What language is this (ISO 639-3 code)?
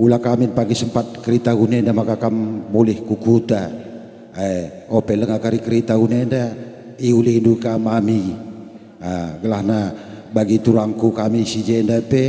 btx